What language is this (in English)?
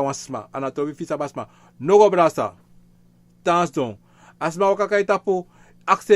Sranan Tongo